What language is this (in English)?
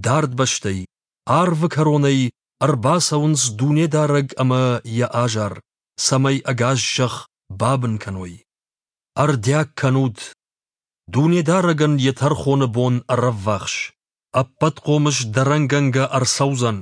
Ossetic